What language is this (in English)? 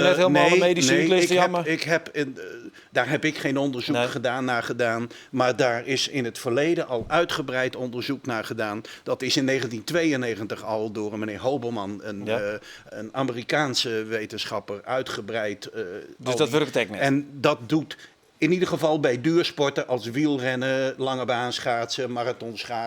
Western Frisian